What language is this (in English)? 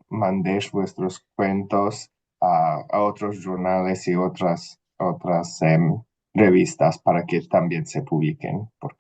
Ladino